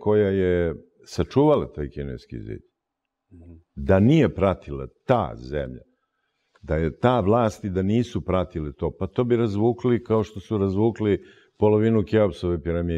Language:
Serbian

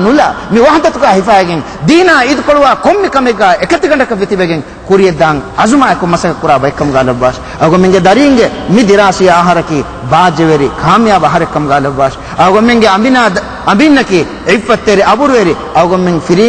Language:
Divehi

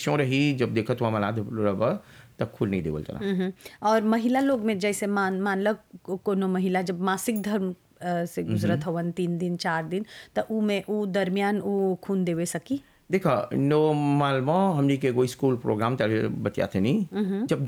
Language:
Bhojpuri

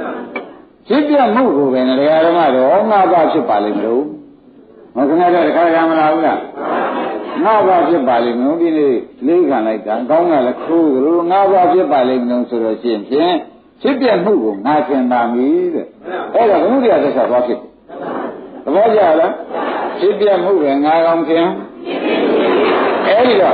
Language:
Burmese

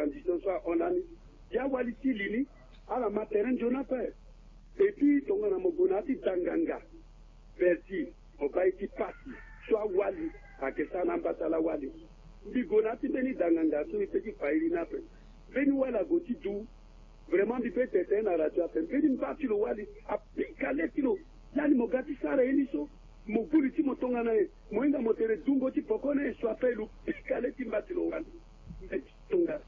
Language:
Sango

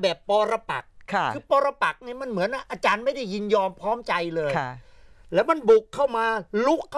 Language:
Thai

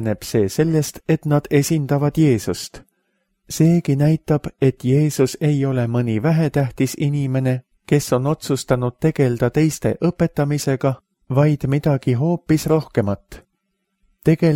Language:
Estonian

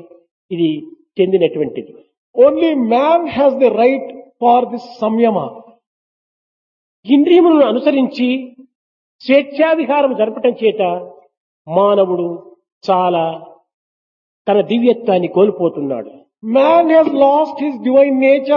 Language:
Telugu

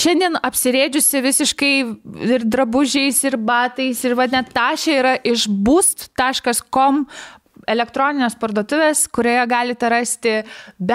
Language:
Lithuanian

